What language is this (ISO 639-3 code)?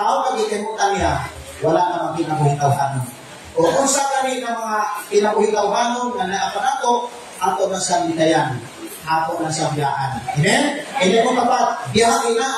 ceb